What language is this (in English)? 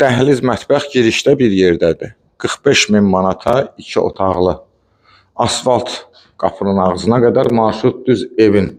Azerbaijani